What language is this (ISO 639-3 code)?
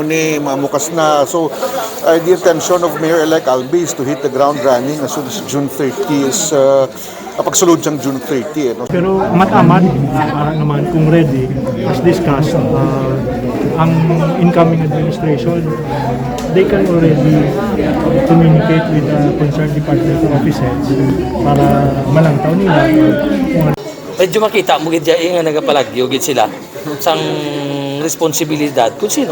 hil